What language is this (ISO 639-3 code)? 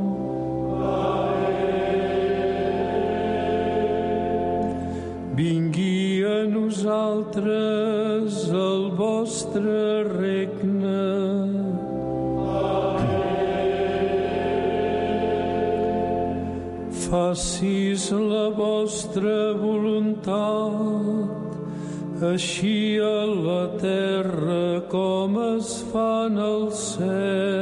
cat